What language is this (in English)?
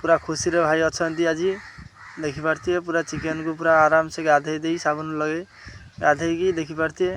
Odia